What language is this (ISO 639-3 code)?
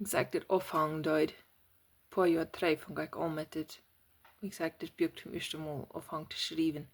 pdt